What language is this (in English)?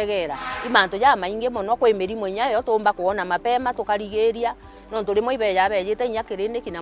Meru